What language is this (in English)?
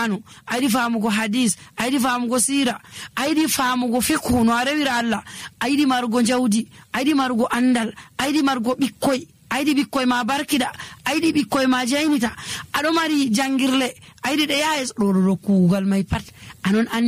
Nigerian Fulfulde